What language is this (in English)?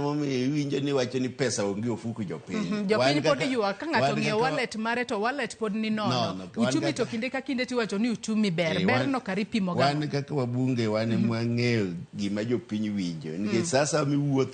Luo (Kenya and Tanzania)